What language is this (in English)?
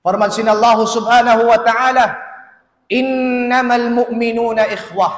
Tausug